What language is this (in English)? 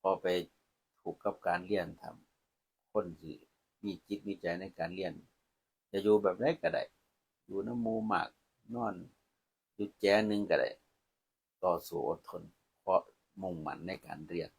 Northeastern Thai